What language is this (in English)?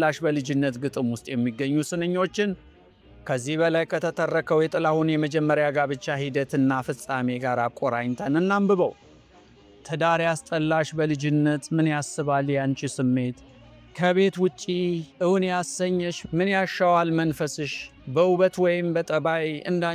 Amharic